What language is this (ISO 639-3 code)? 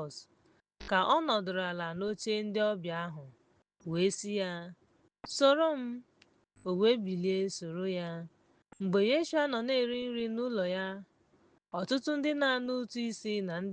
ibo